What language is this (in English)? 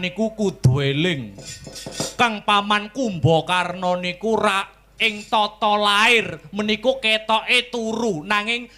Javanese